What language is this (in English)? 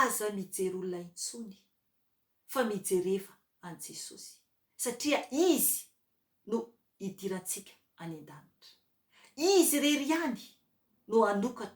Malagasy